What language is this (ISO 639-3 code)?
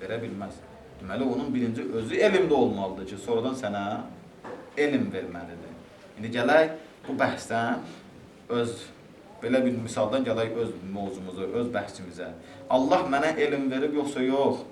aze